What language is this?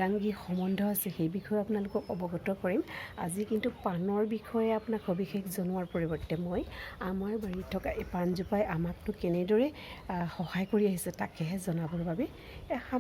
Assamese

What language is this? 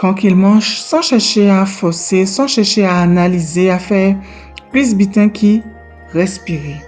Guadeloupean Creole French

